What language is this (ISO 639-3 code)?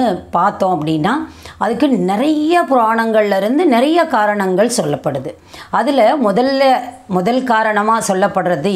tam